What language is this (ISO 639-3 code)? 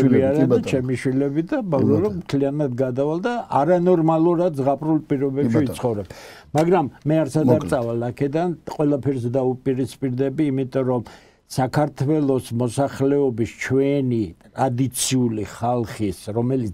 kat